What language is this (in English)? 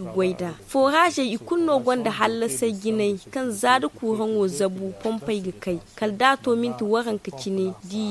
Zarma